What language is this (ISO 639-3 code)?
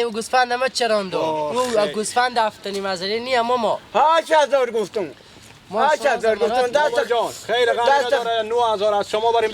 fas